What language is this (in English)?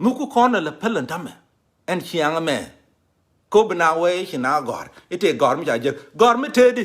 Nuer